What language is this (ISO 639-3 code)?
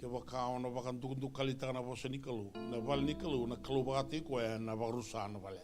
fij